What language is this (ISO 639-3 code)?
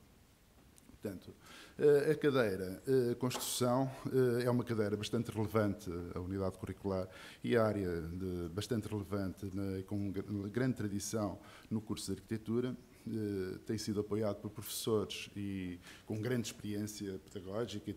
por